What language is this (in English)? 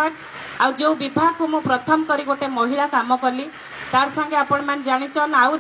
Odia